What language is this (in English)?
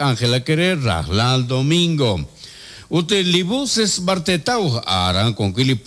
Kekchí